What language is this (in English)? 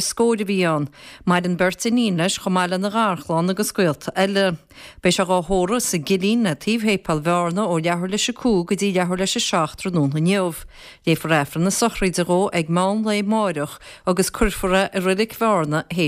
Irish